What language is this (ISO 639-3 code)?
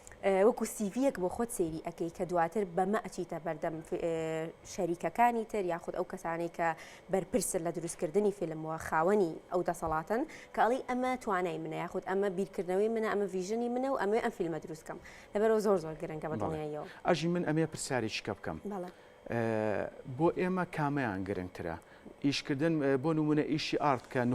ckb